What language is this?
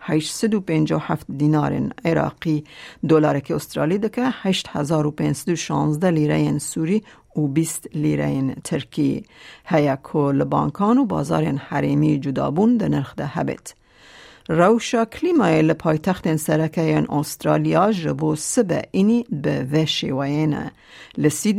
Kurdish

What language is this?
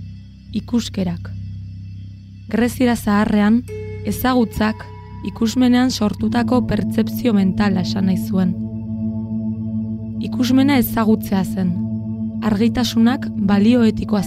Basque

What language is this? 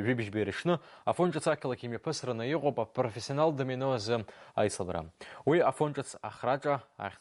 Abkhazian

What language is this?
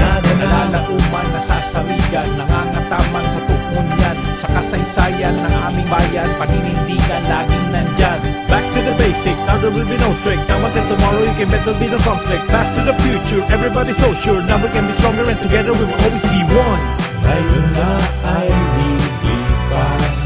Bikol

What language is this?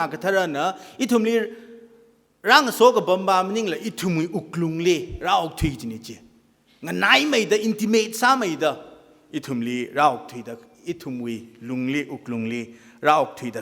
Tangkhul Naga (India)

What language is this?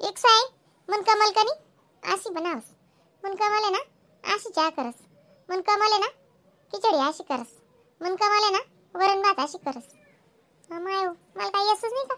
Khandesi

